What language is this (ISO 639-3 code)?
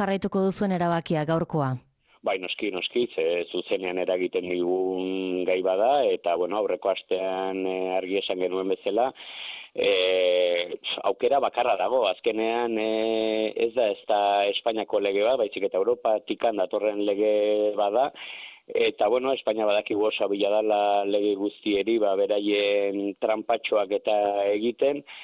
eus